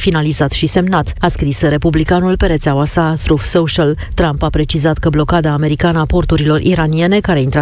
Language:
Romanian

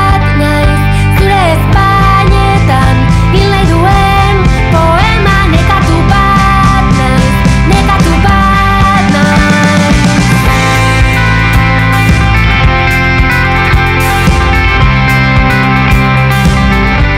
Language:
Basque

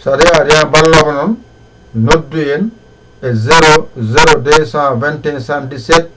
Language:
Fula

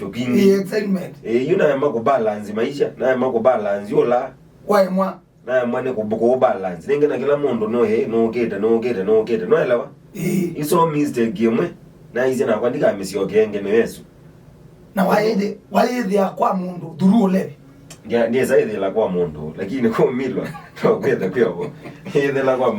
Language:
Kamba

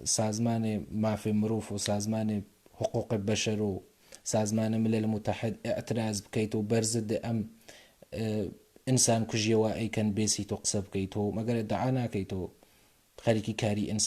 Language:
Central Kurdish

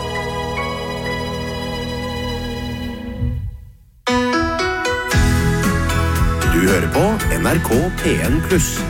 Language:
Norwegian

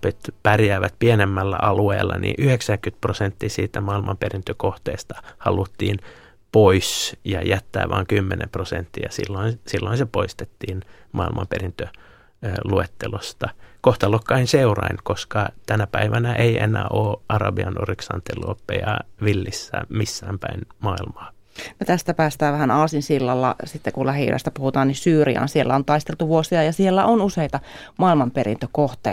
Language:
Finnish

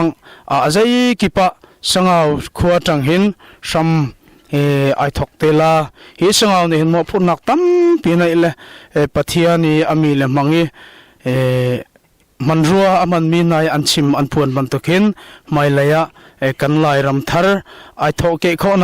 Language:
Hakha Chin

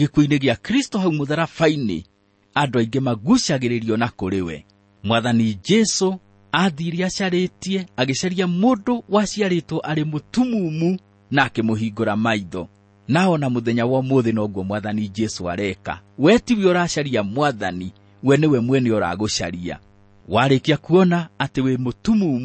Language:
Kikuyu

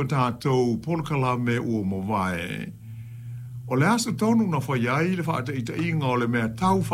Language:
Samoan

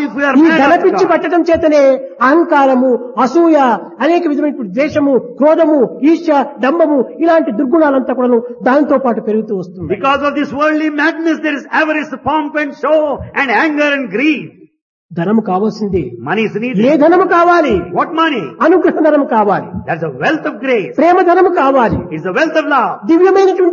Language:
Telugu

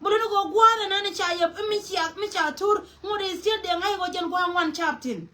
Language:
Nuer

